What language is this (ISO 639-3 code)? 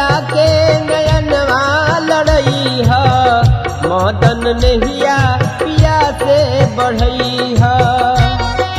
bho